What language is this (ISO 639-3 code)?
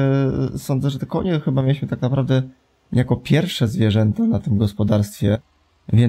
pol